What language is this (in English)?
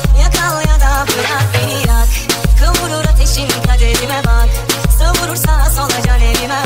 Turkish